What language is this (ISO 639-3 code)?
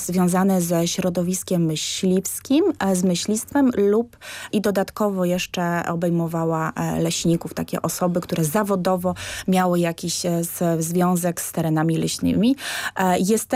pol